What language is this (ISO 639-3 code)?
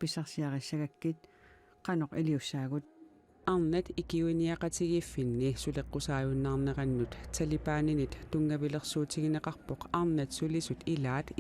kal